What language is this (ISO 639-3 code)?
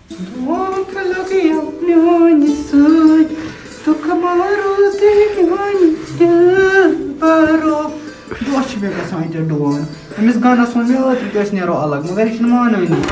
kas